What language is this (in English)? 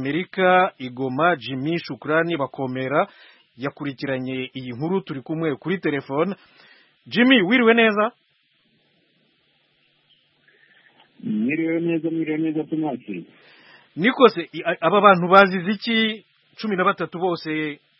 Kinyarwanda